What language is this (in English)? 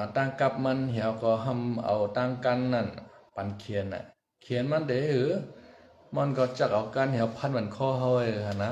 Shan